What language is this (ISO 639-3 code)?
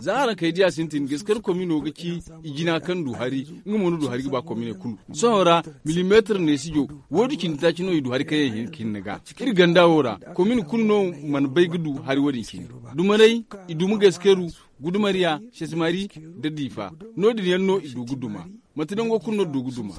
dje